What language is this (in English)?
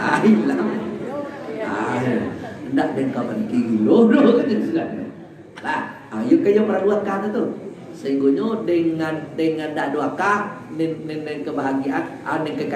Minangkabau